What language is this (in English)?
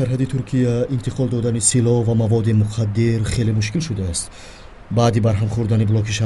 Tajik